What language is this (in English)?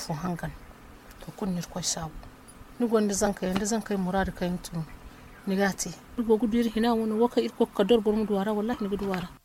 Zarma